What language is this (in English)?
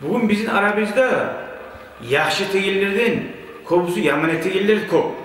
Kumyk